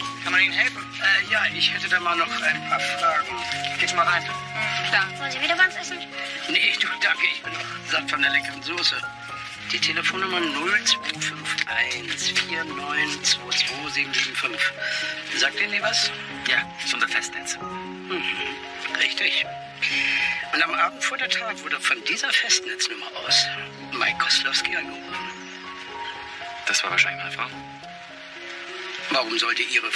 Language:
German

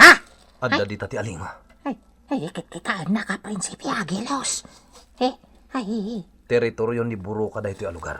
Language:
Iloko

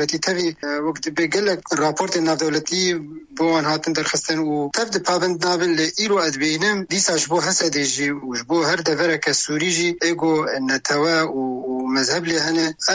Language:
Kurdish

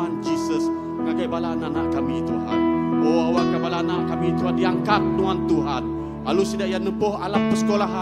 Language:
Iban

